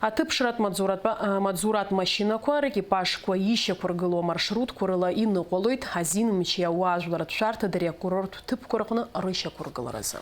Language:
Abkhazian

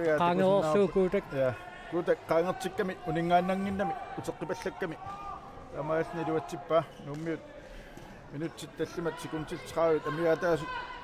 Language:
Kalaallisut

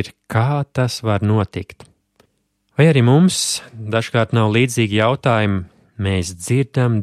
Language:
Latvian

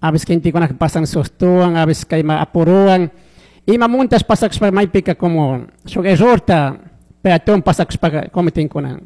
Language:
Chimborazo Highland Quichua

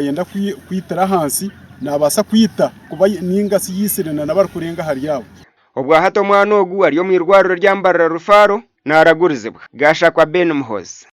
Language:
Nyankole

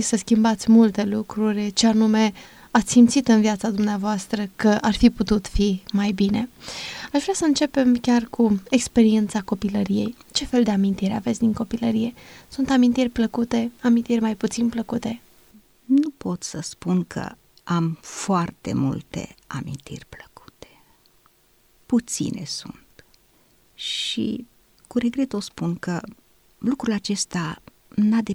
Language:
Romanian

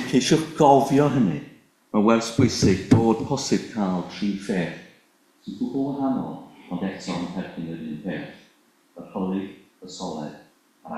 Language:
Welsh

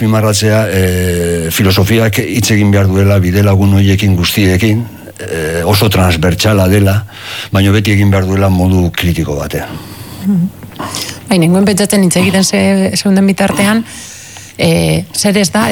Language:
Basque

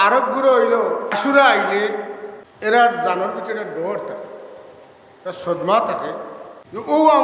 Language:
Sylheti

